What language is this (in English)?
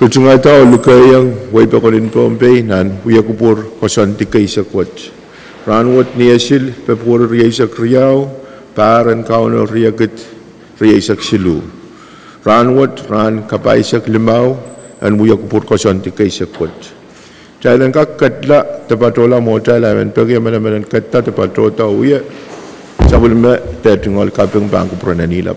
Pohnpeian